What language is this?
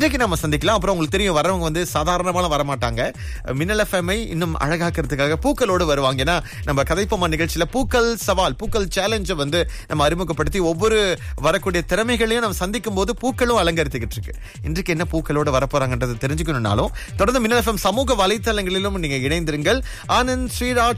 Tamil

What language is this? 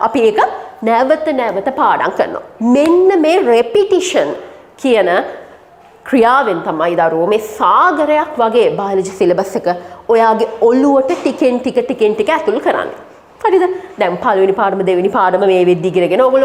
Sinhala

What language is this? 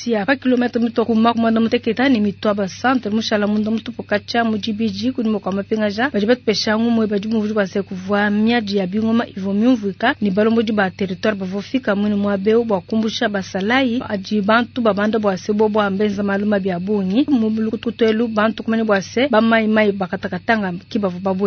Luba-Lulua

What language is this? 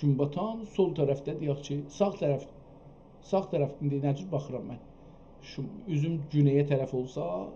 South Azerbaijani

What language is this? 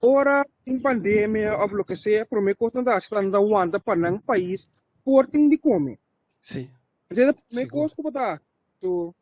Papiamento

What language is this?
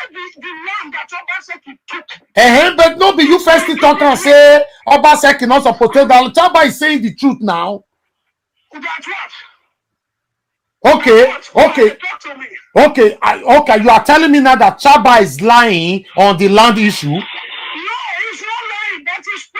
Nigerian Pidgin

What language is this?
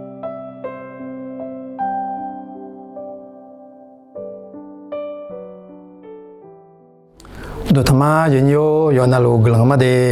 Akha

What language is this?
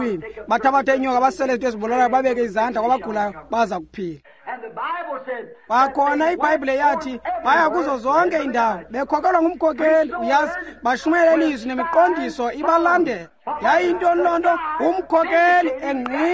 Xhosa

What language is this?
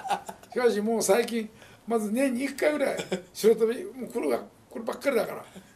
Japanese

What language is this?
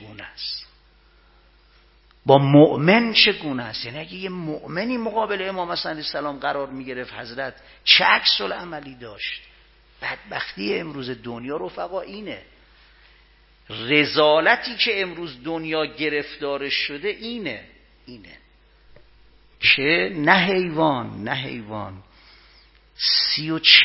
Persian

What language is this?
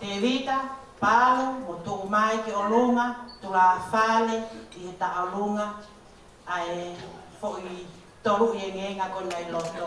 Tongan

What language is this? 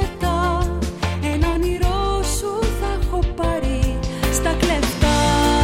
Greek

